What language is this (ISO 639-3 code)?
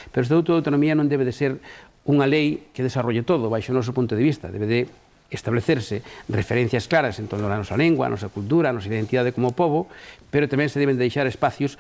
glg